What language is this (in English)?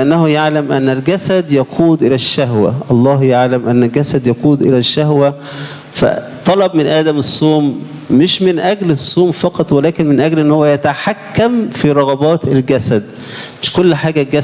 Egyptian Arabic